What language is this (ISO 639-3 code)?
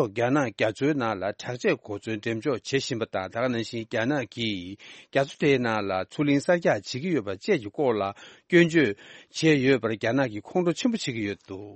bod